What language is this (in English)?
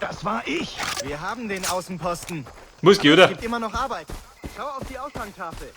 Bavarian